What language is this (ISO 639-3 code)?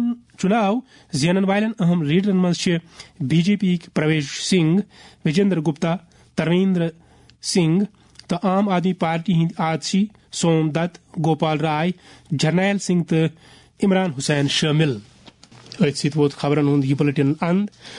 kas